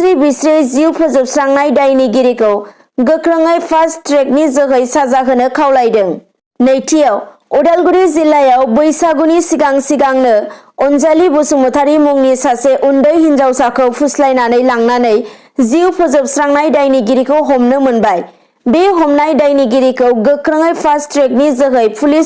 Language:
Bodo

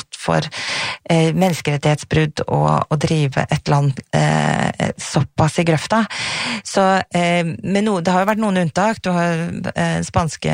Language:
Norwegian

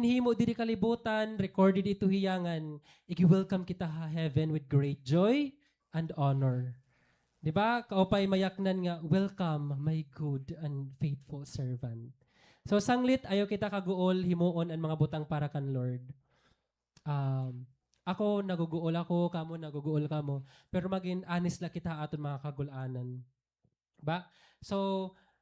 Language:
Waray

